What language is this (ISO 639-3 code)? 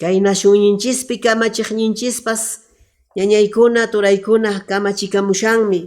que